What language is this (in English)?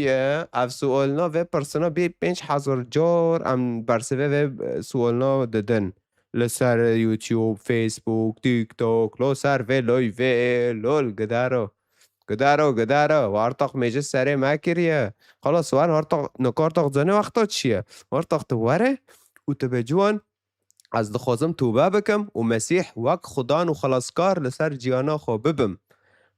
Kurdish